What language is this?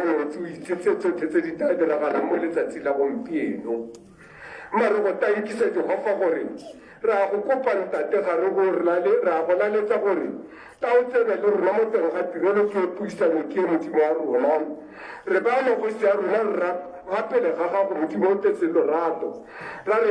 Tswana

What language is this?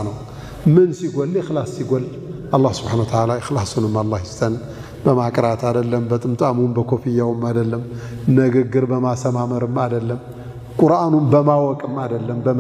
Amharic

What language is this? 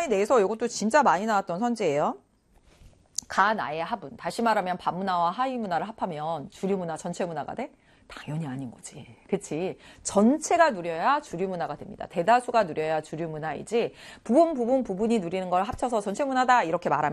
Korean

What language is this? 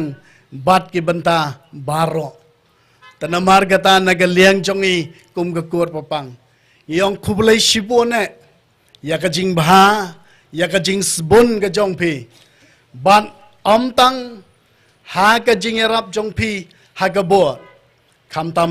Khasi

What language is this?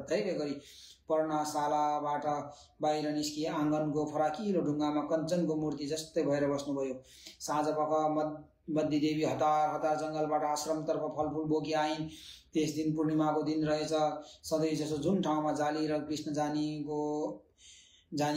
Nepali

